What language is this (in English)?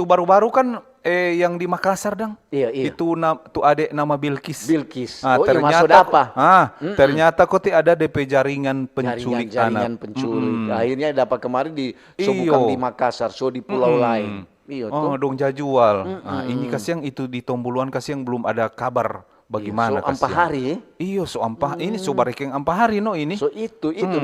Manado Malay